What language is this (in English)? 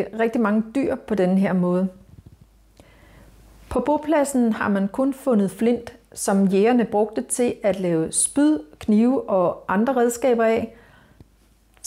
Danish